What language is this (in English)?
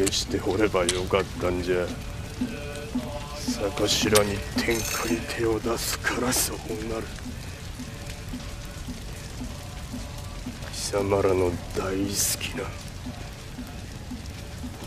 Japanese